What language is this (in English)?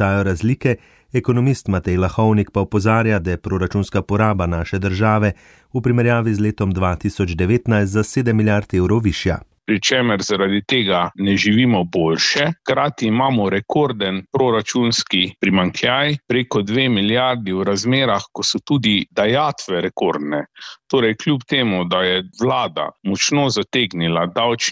Slovenian